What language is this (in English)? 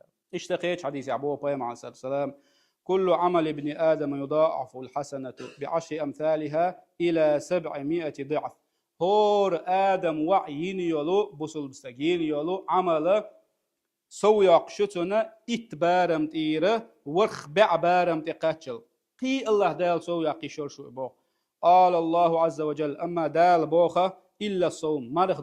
Chechen